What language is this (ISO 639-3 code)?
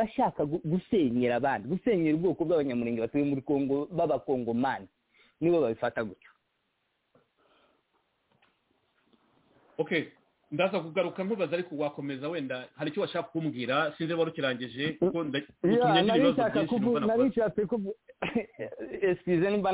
kin